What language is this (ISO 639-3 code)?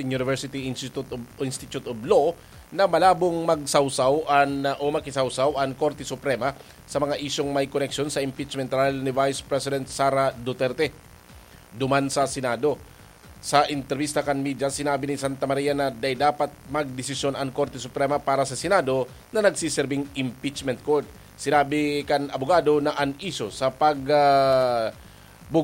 bik